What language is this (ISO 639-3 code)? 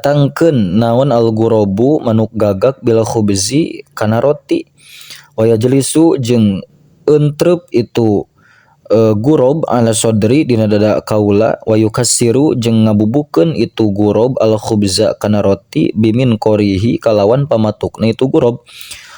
sun